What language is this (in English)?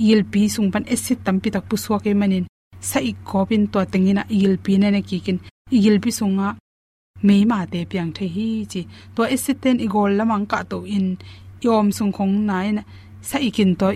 Tedim Chin